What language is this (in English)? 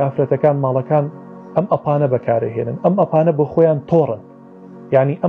Central Kurdish